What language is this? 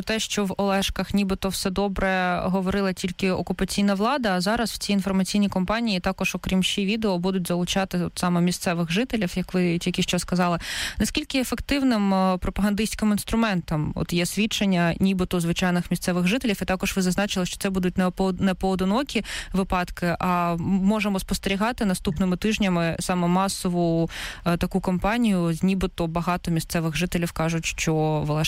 Ukrainian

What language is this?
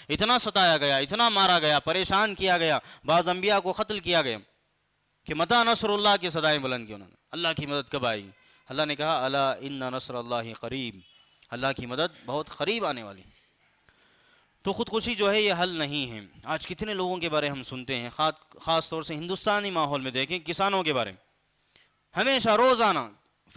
Urdu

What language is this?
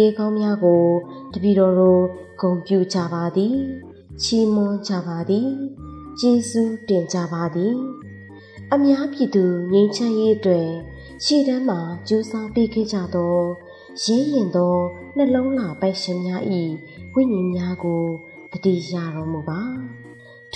Burmese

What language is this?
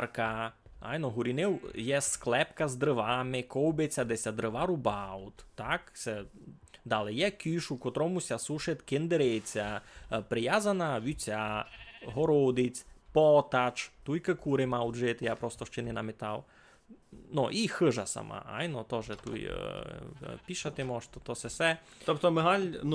Rusyn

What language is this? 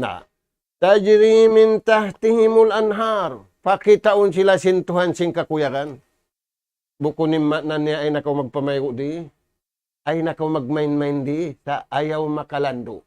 Tausug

